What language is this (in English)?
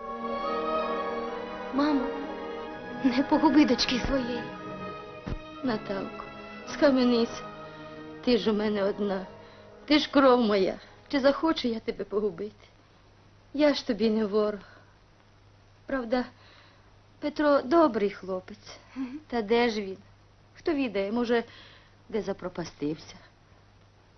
Ukrainian